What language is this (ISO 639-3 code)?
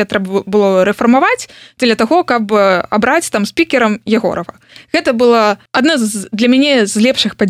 bel